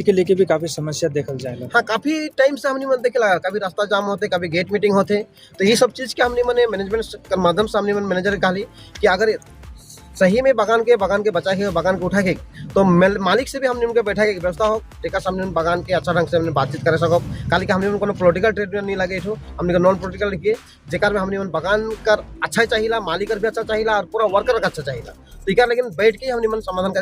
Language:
Sadri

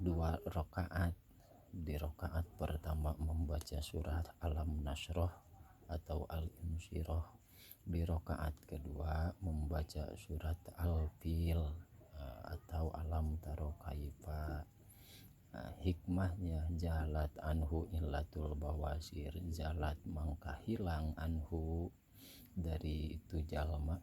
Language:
Sundanese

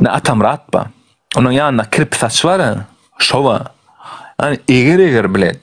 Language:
Turkmen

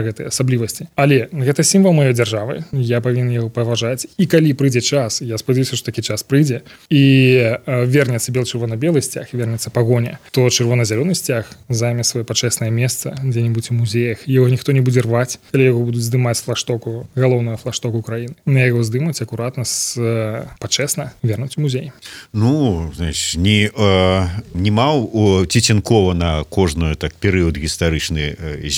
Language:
Belarusian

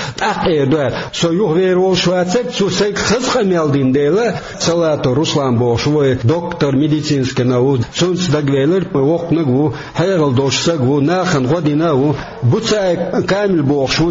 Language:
Chechen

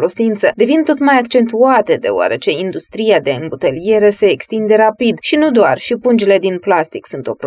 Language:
Romanian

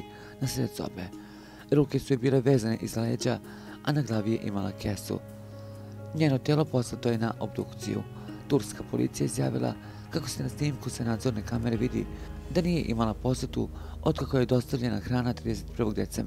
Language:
Serbian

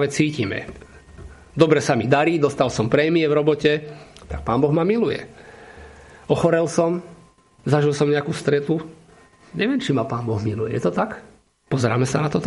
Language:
Slovak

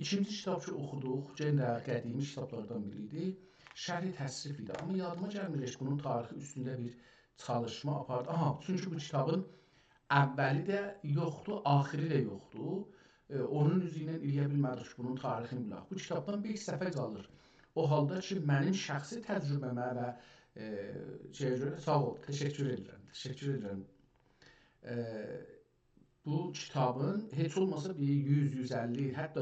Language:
South Azerbaijani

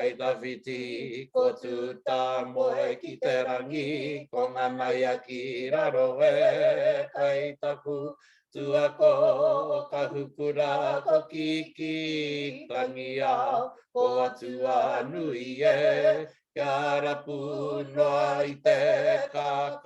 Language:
Māori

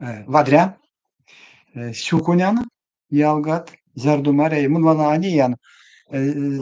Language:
Erzya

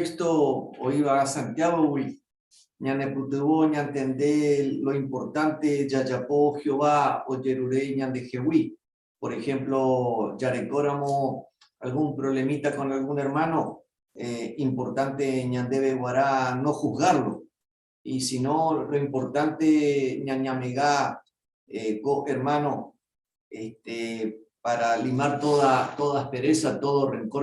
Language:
Guarani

